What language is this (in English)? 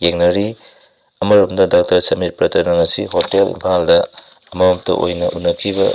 Manipuri